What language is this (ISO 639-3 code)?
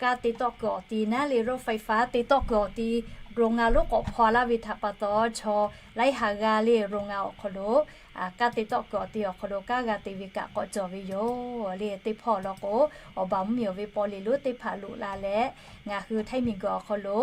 lhu